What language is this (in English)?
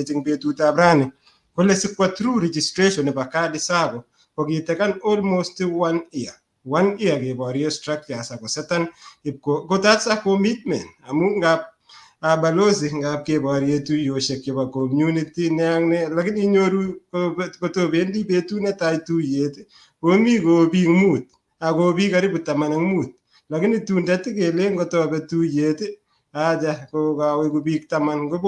Kalenjin